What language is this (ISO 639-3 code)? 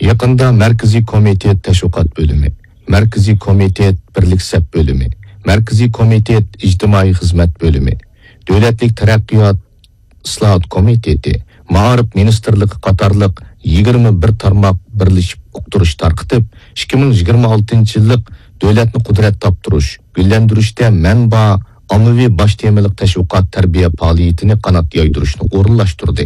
uig